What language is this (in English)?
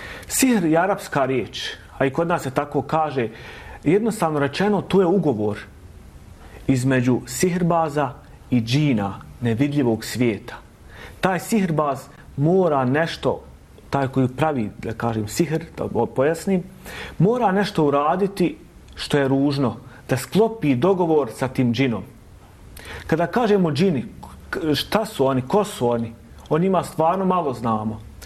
Bosnian